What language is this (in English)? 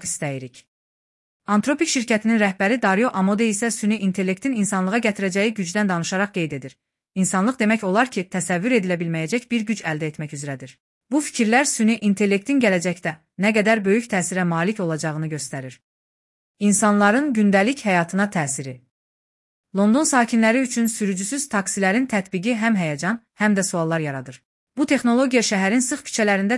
Azerbaijani